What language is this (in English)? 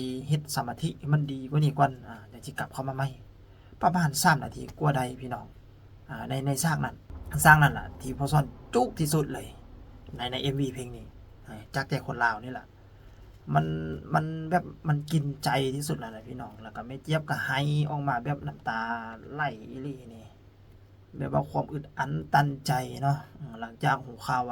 Lao